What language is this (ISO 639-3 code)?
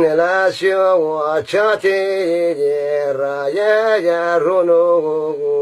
zza